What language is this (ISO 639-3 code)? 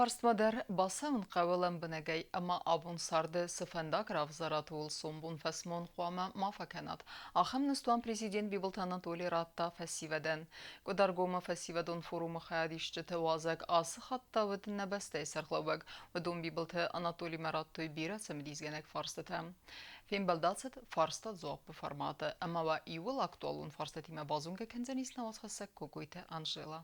oss